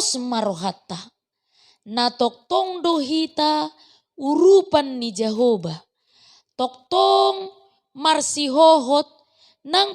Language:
Batak Toba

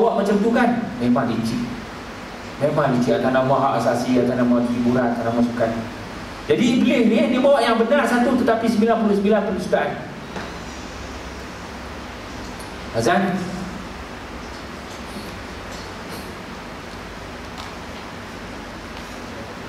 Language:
Malay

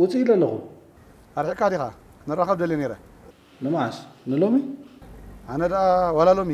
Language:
Tigrinya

